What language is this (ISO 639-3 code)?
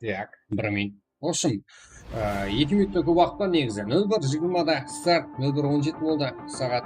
kaa